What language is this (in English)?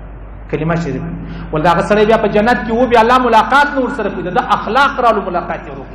Pashto